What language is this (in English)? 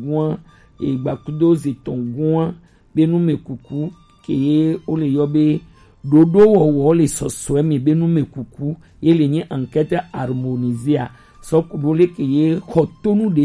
Gen